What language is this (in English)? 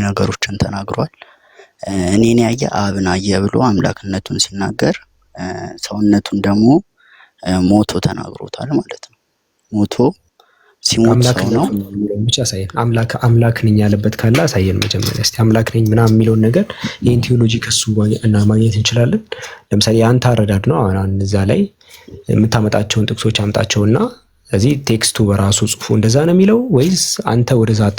Amharic